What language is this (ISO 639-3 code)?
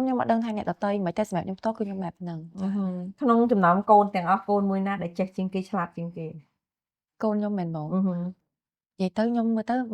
khm